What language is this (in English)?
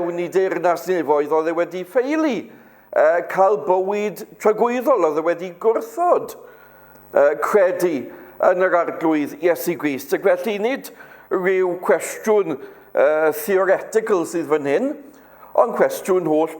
Welsh